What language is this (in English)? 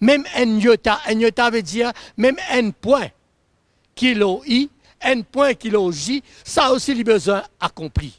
Morisyen